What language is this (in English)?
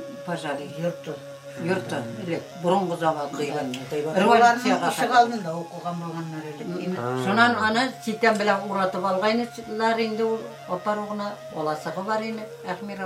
Bashkir